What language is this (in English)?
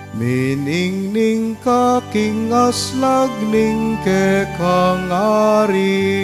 Pampanga